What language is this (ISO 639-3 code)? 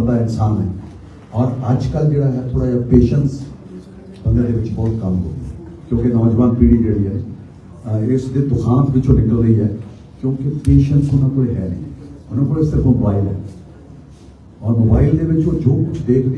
pan